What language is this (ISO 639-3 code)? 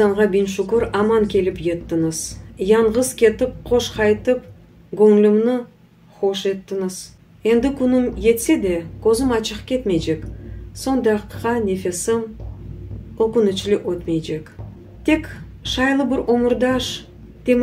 crh